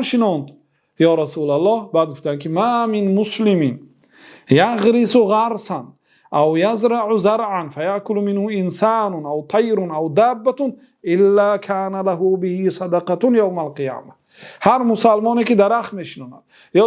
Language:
Persian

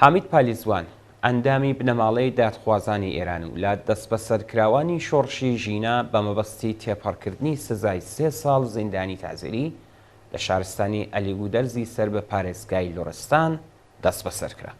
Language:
Central Kurdish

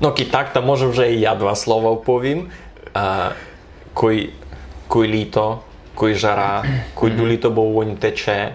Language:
Rusyn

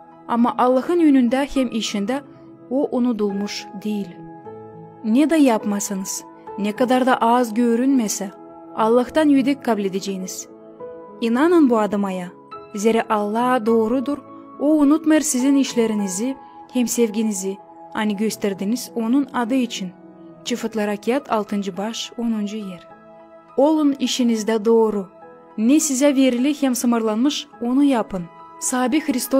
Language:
Gagauz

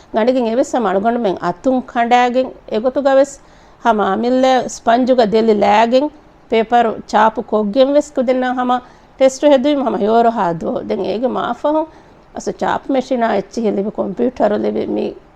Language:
Divehi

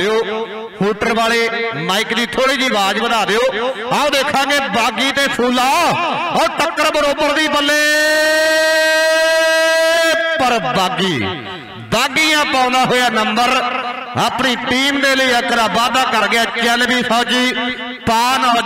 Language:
Punjabi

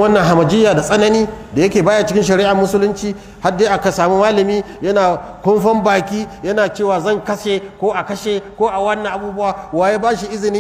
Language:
Hausa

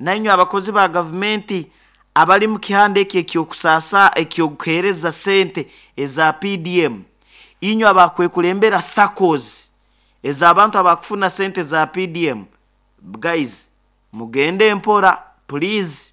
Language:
Nyoro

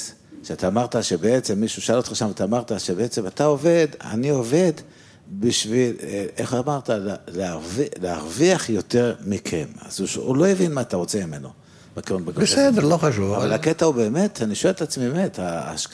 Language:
Hebrew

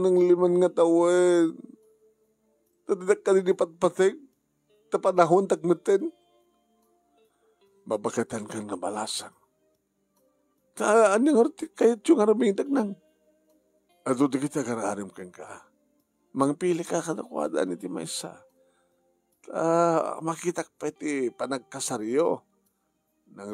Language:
Iloko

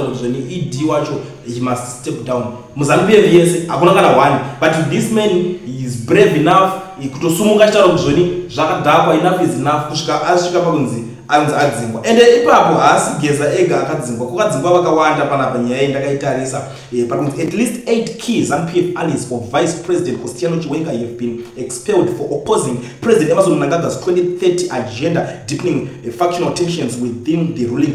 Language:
Shona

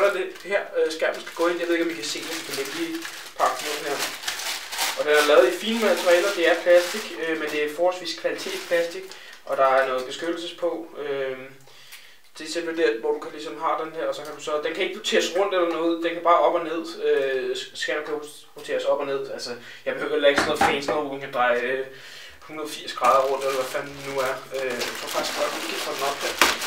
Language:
Danish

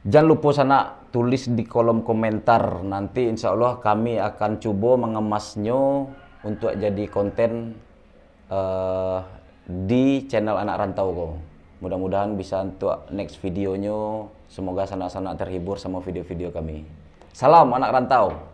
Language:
Minangkabau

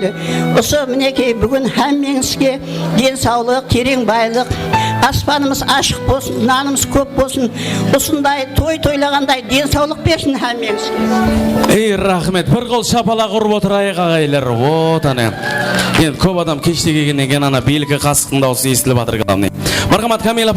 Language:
Kara-Kalpak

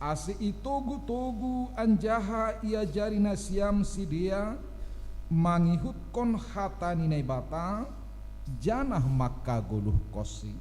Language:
Batak Simalungun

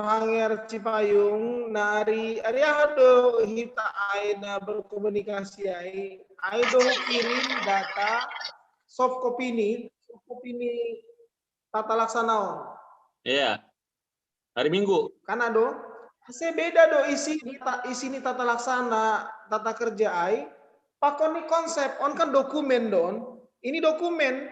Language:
Batak Simalungun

